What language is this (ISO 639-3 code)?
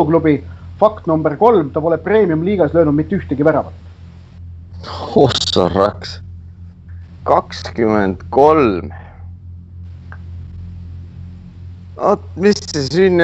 est